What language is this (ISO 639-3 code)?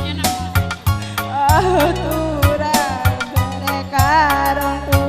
btx